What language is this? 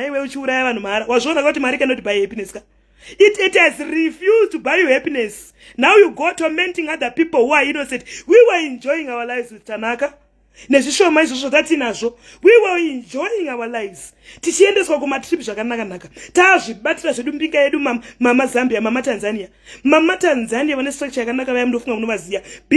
Shona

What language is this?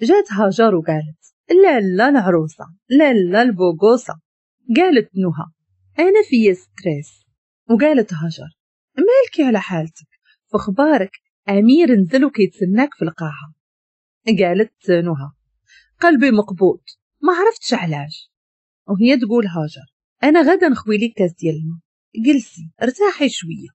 Moroccan Arabic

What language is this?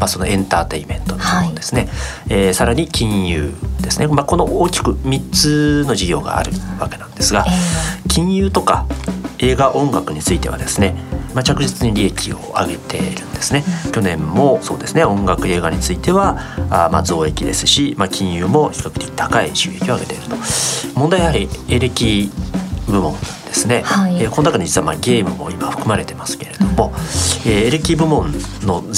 Japanese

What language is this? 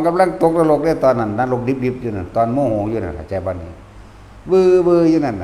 Northeastern Thai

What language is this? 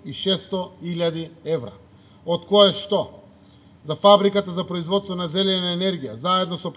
Macedonian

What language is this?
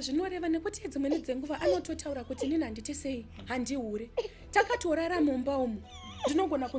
Shona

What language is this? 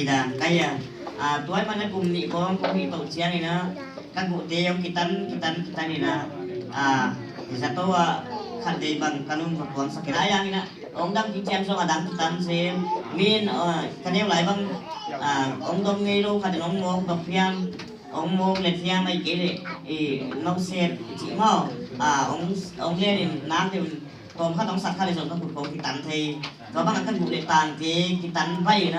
Tedim Chin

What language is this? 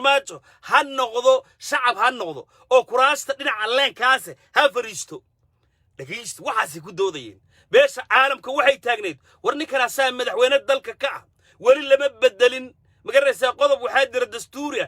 Somali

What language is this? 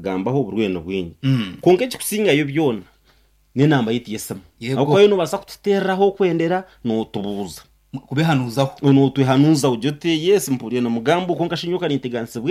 Nyankole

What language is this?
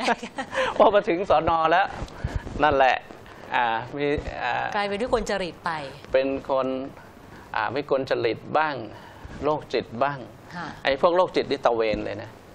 Thai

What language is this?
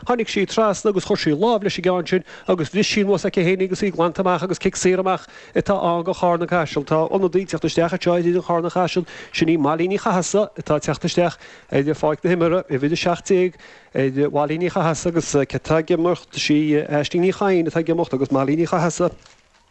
Irish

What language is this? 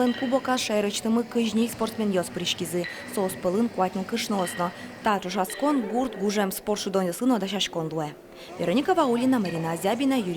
Udmurt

